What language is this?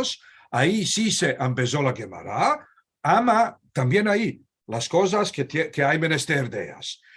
Ladino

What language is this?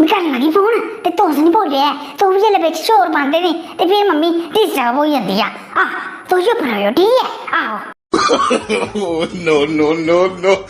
Dogri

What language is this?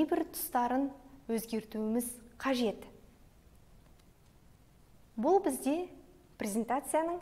Kazakh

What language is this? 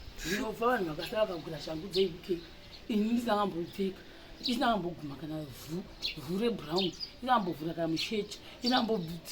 Shona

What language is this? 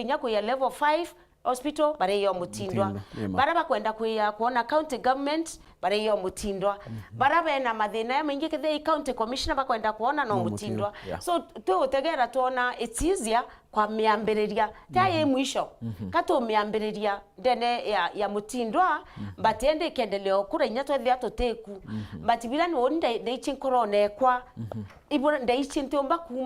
Meru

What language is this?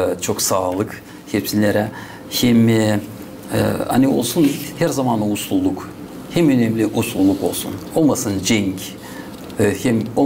Gagauz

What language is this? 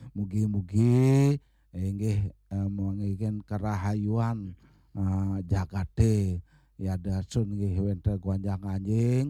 Balinese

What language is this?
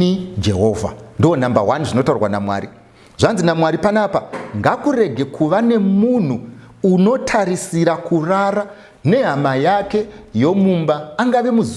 Shona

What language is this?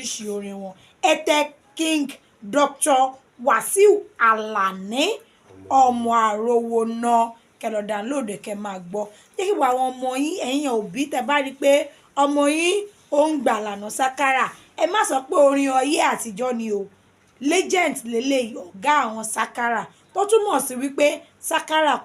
Yoruba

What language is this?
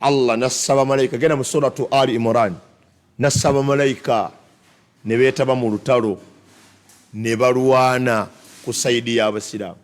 Ganda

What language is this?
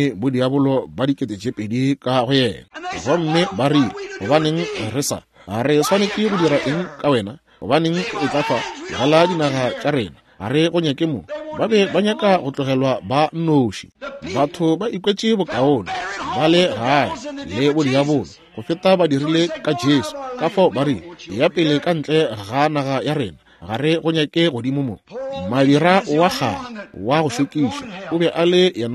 Northern Sotho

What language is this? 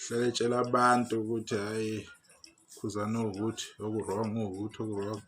Zulu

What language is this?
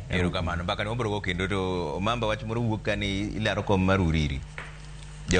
Luo (Kenya and Tanzania)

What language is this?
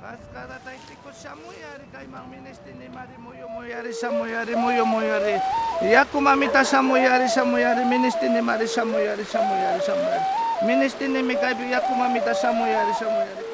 Quechua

